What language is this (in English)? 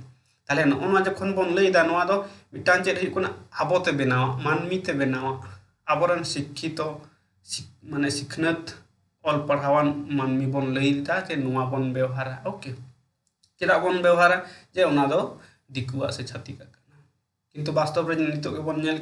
Santali